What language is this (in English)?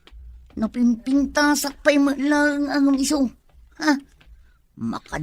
Iloko